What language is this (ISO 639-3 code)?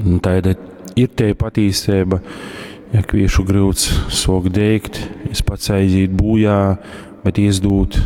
ltg